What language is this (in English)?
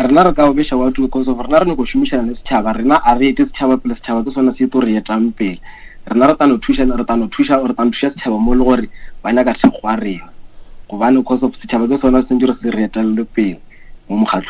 Northern Sotho